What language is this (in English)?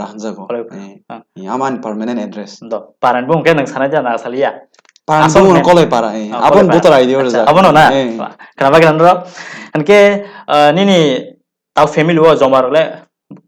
Kok Borok